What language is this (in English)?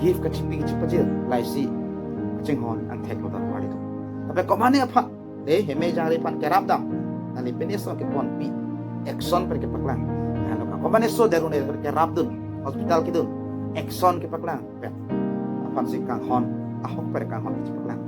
Karbi